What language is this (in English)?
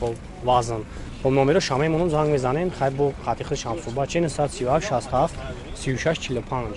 Tajik